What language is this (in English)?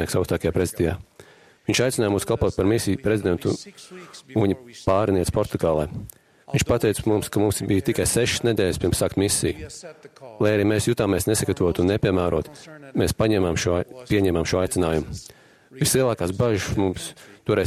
Latvian